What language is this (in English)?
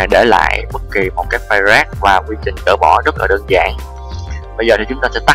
Vietnamese